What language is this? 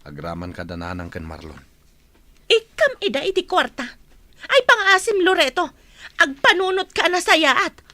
Iloko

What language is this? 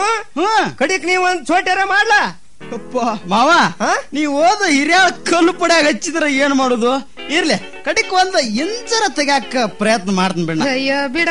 Kannada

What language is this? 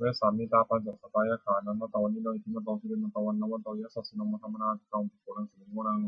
Pali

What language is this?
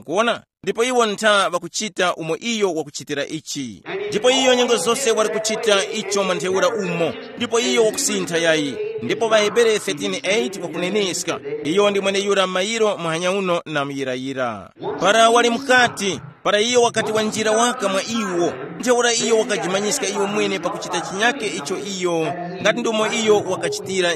Tumbuka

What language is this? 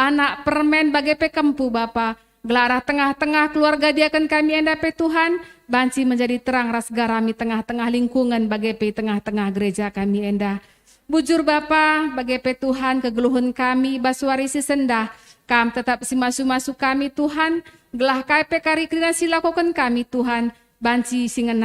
Batak Karo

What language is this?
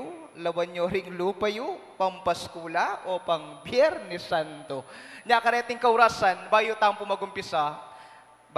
Pampanga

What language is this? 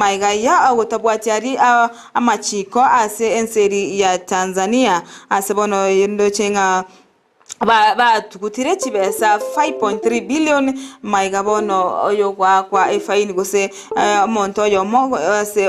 Gusii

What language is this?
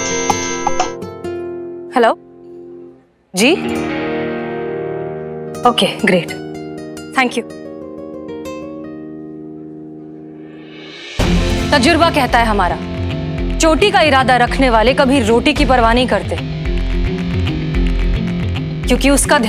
Hindi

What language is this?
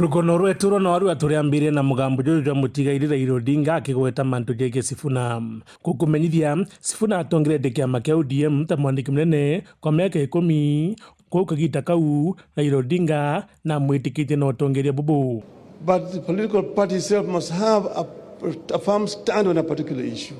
Meru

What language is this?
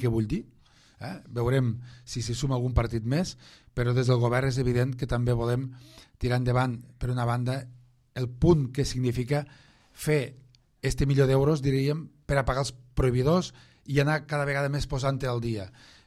Catalan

